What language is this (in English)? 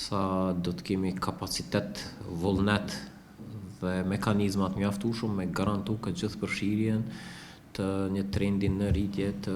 Albanian